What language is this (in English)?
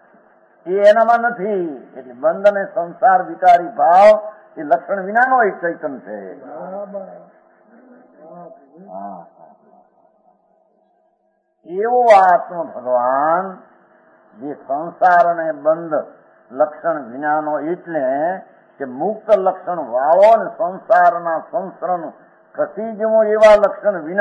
Gujarati